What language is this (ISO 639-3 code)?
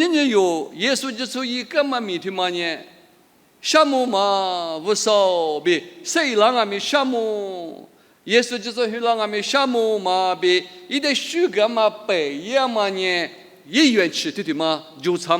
lis